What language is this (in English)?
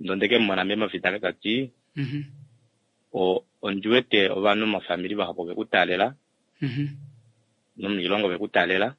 Kuanyama